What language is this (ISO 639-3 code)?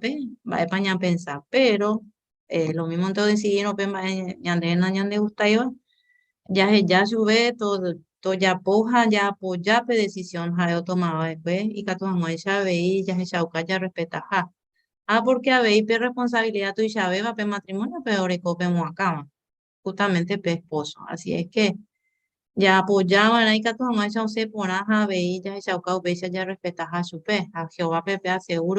grn